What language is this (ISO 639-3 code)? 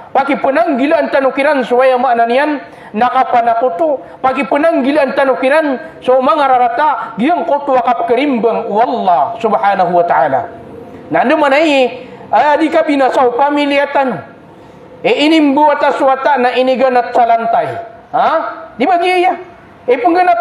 mrw